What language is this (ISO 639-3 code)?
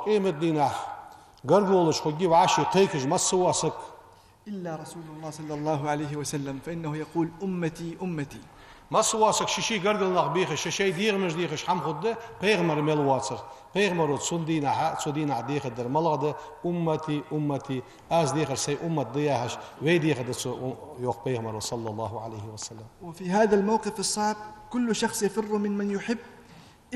inh